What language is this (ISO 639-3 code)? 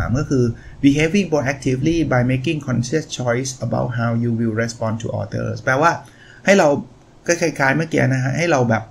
tha